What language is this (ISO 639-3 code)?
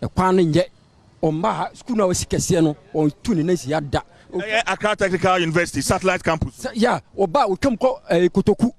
aka